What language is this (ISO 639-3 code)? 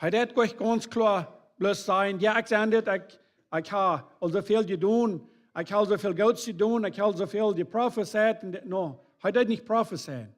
pdt